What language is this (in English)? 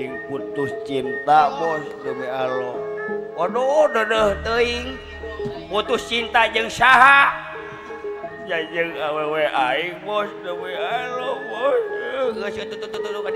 Sundanese